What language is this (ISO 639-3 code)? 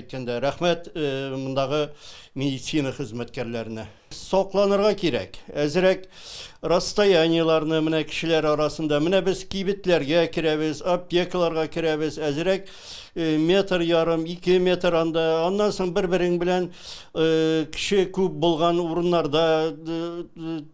tat